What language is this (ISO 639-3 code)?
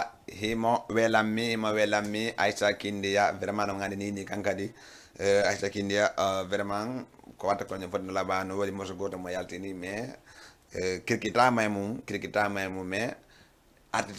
ful